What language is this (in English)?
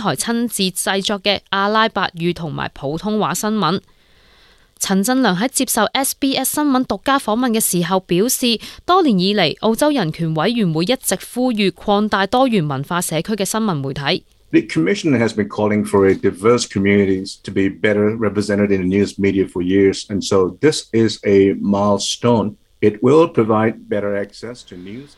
Cantonese